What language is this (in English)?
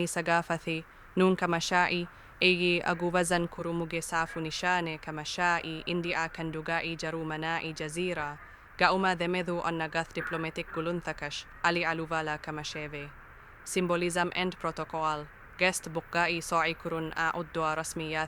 Divehi